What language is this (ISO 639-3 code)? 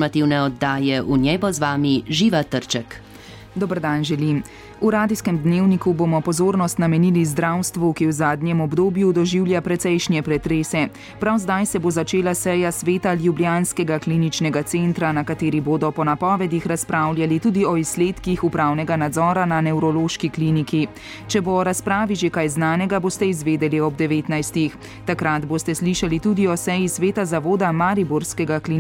slv